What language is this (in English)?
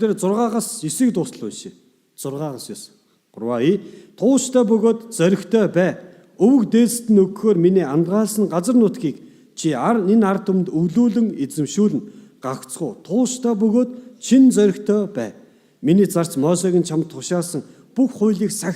Mongolian